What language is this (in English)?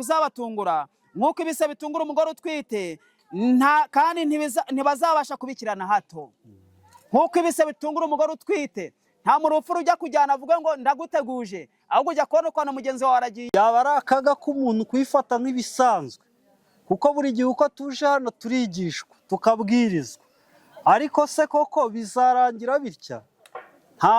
Kinyarwanda